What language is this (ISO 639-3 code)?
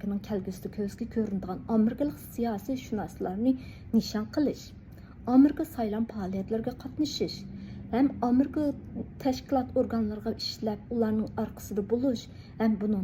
uig